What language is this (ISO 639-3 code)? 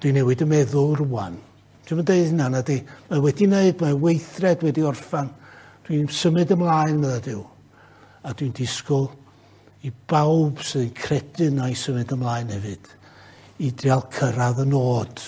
cym